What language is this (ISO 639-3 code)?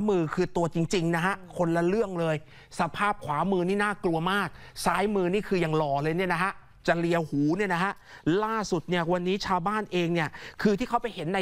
tha